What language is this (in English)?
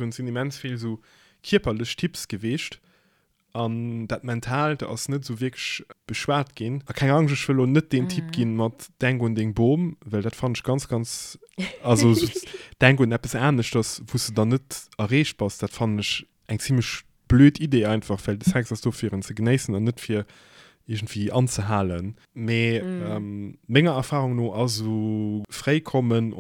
Luxembourgish